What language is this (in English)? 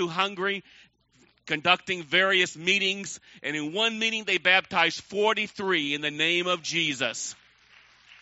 English